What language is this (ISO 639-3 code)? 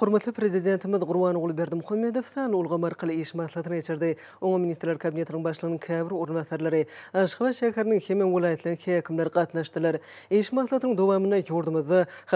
tuk